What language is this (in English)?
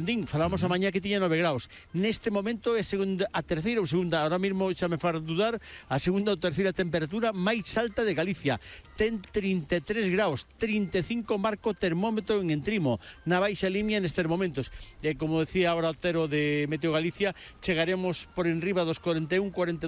Galician